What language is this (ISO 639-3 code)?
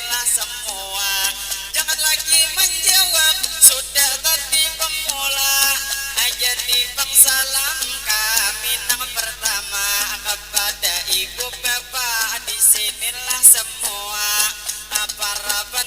bjn